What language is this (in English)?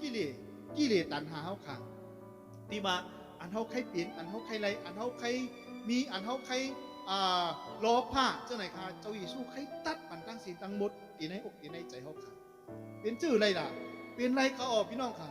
Shan